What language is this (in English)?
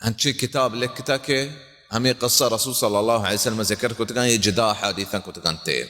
Baluchi